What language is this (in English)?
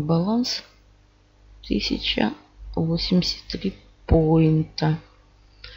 Russian